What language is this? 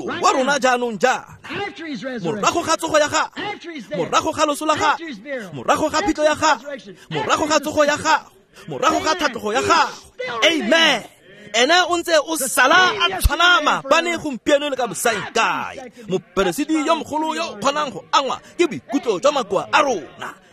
Tswana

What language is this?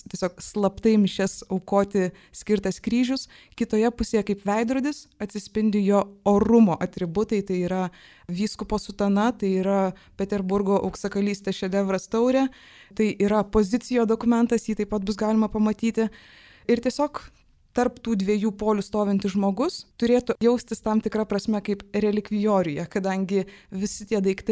Lithuanian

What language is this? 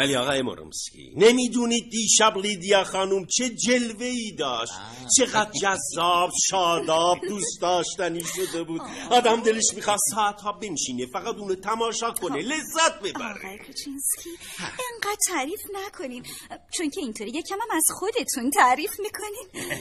Persian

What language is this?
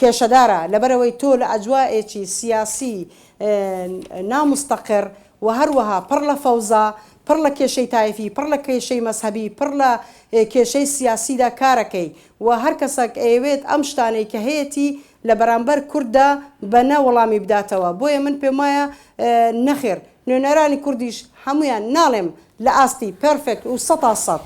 Central Kurdish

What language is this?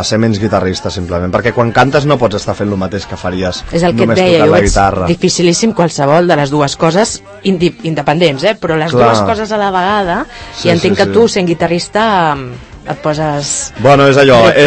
Catalan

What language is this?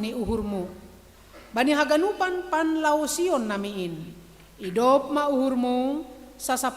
Batak Simalungun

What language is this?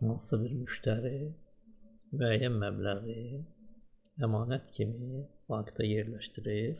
Azerbaijani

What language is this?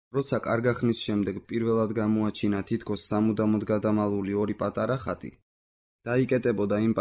Georgian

